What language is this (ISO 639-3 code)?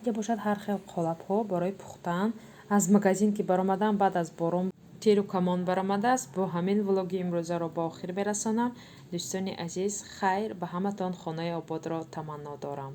tgk